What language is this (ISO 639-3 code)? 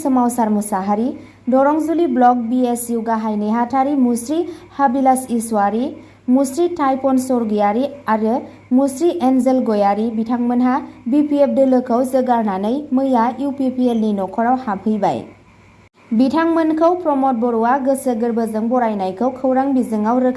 brx